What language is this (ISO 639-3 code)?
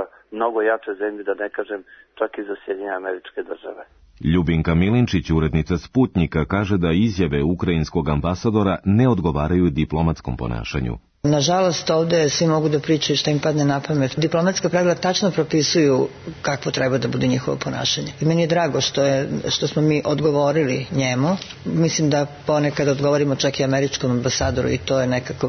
srp